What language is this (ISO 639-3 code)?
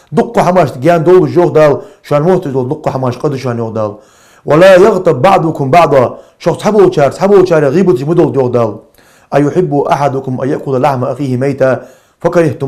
inh